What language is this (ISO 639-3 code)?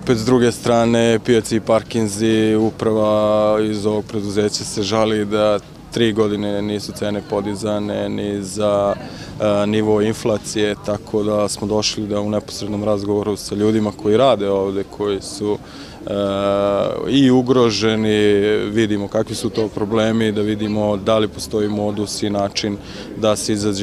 srp